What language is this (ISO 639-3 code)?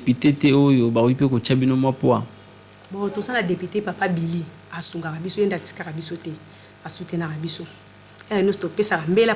lin